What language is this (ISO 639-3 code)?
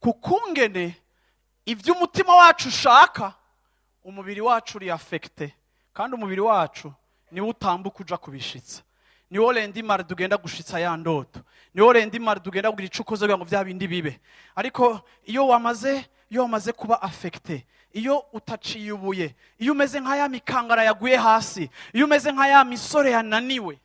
run